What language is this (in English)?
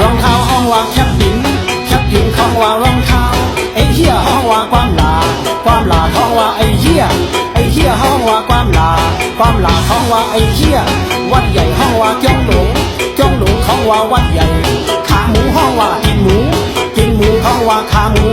Shan